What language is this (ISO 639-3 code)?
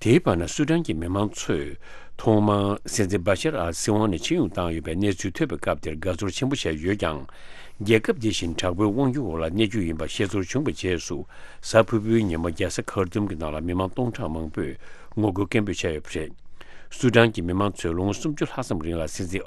bod